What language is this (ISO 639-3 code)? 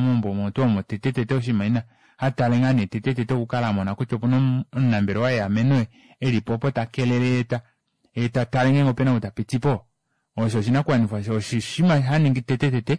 kua